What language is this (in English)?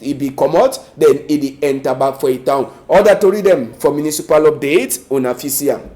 Cameroon Pidgin